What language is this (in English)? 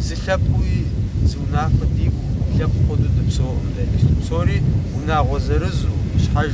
Kabardian